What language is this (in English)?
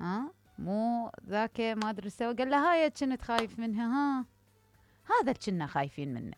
Mesopotamian Arabic